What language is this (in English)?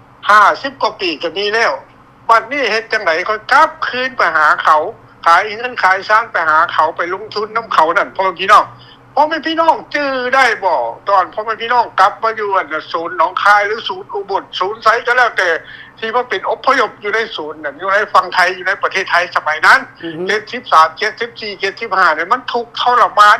Lao